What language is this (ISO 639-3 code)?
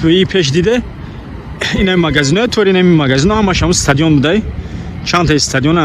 tgk